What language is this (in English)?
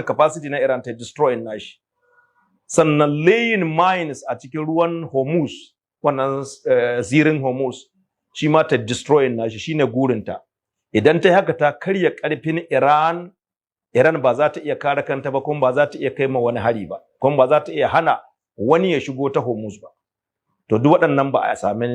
Hausa